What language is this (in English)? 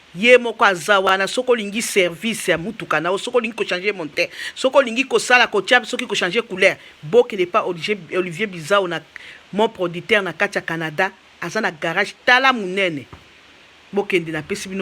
Lingala